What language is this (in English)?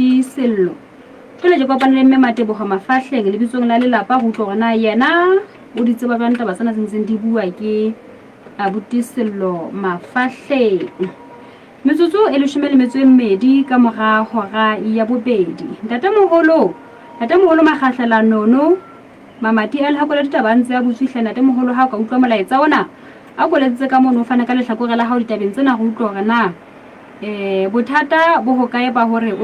Southern Sotho